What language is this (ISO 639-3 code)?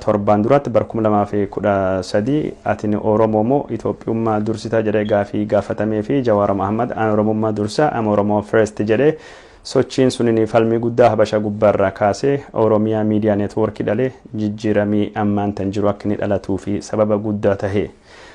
orm